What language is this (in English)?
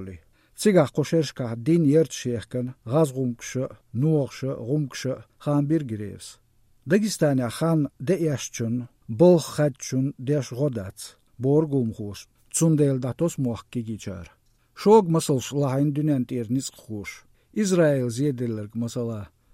Chechen